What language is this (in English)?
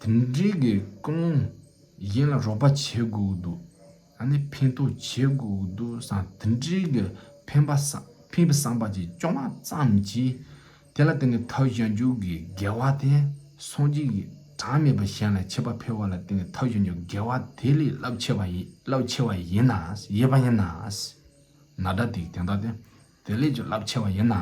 Tibetan